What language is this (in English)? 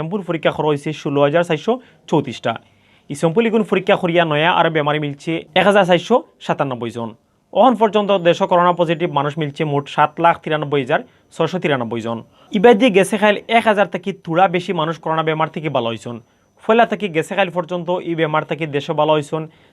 Sylheti